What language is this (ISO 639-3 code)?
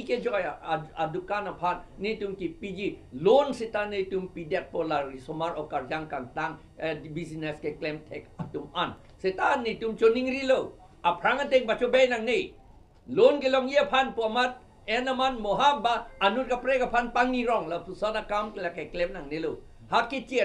mjw